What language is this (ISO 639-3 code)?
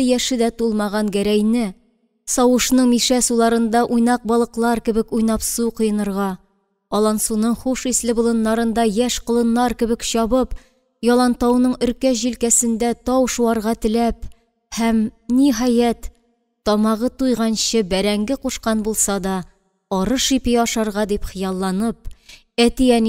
tat